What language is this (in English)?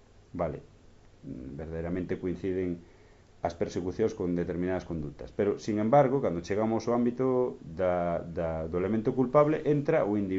Galician